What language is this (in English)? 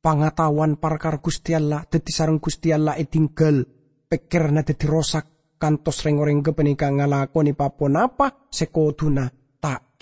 Madurese